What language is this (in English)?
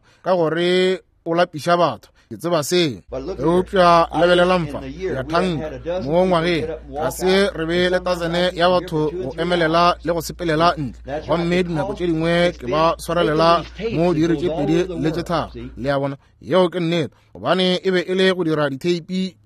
Northern Sotho